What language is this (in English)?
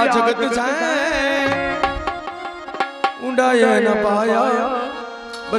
Gujarati